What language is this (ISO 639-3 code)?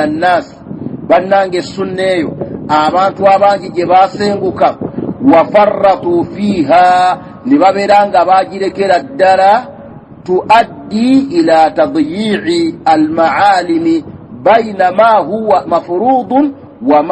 lug